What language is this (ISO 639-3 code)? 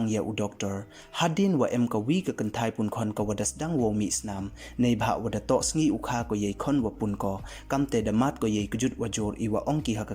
pbv